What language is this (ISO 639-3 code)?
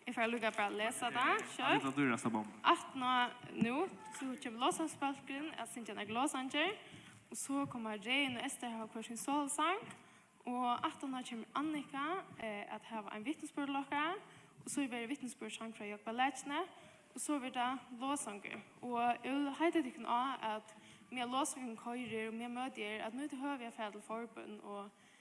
fao